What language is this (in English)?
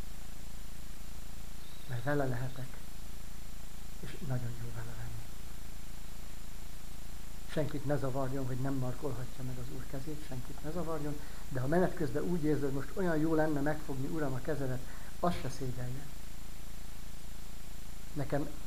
Hungarian